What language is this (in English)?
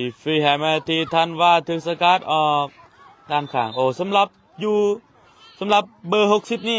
Lao